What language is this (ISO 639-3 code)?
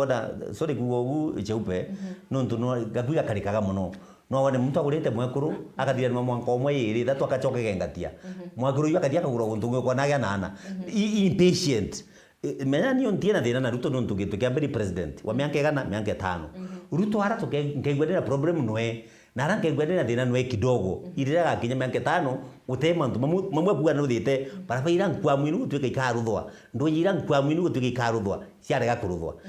mer